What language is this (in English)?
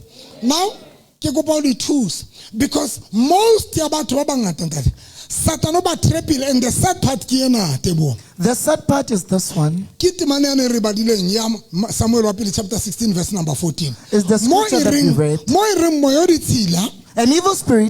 Southern Sotho